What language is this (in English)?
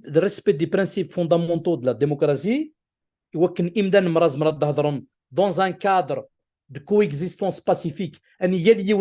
Kabyle